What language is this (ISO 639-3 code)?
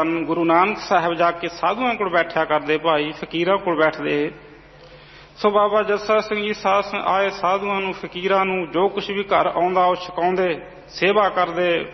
pan